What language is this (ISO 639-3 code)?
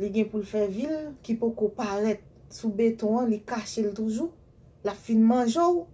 hat